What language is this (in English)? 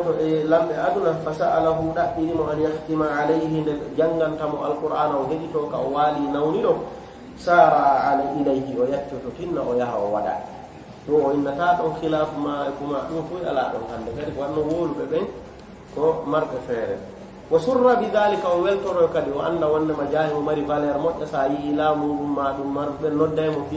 Fula